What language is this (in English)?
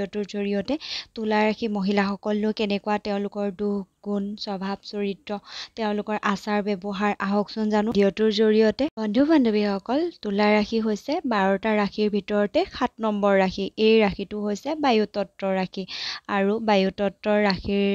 Assamese